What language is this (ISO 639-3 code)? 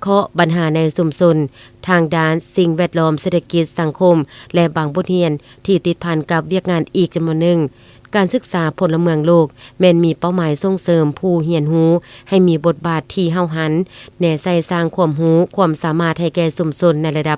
lao